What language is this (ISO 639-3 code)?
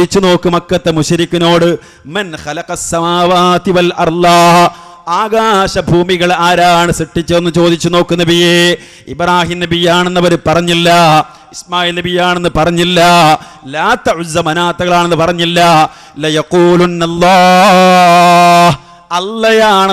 mal